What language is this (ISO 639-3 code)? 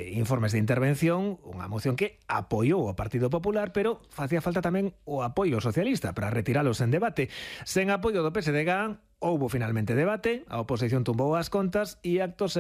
glg